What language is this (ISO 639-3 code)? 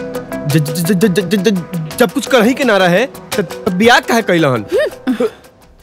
bho